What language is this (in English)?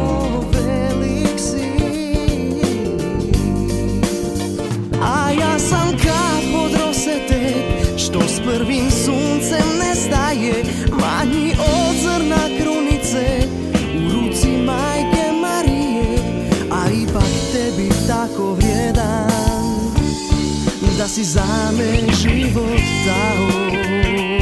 Croatian